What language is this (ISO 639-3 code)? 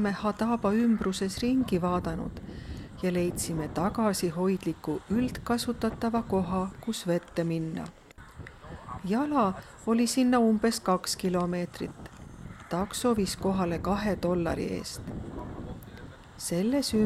est